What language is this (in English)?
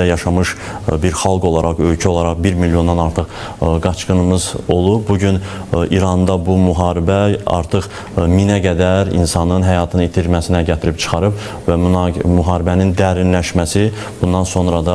Azerbaijani